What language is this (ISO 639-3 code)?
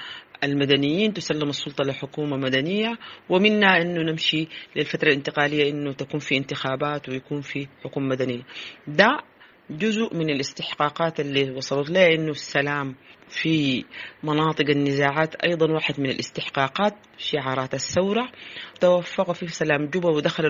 apd